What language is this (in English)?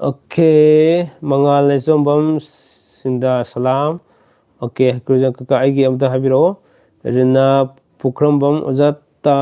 Manipuri